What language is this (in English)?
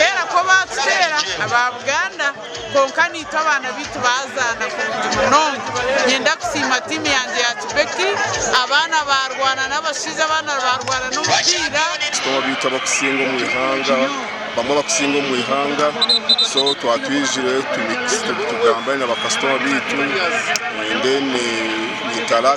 Nyankole